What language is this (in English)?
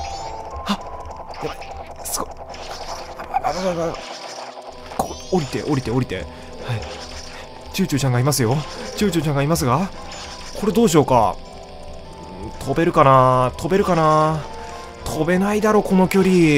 Japanese